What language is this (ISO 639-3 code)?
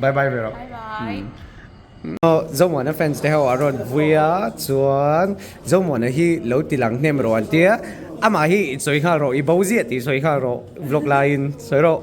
lus